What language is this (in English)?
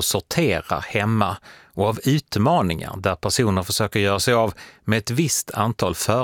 Swedish